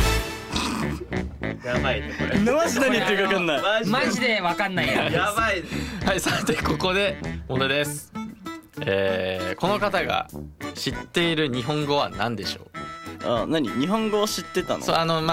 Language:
Japanese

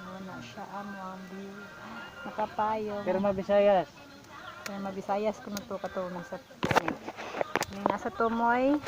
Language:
Cebuano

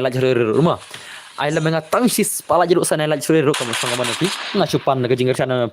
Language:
Khasi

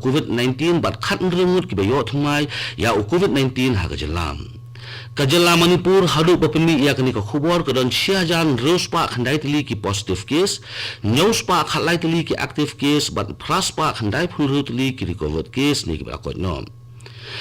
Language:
Khasi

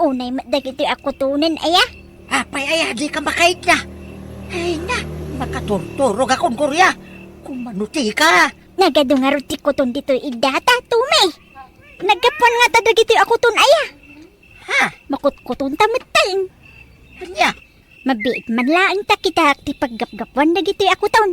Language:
Iloko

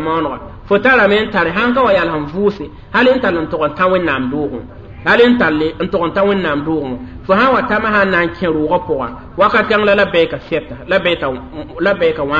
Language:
Mossi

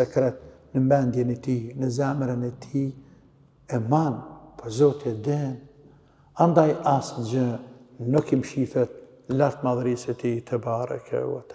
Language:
Albanian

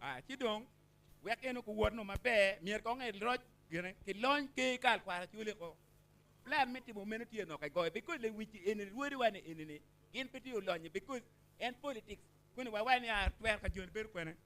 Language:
Acoli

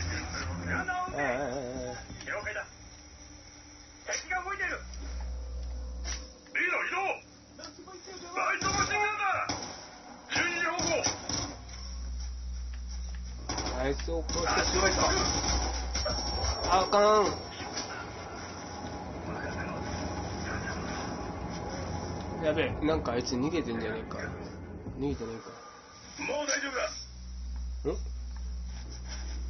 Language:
Japanese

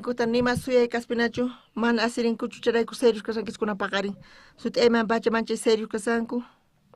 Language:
South Bolivian Quechua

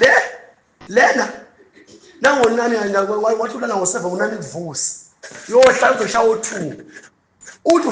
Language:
Zulu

